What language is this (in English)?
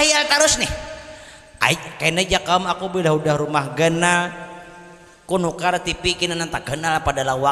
Banjar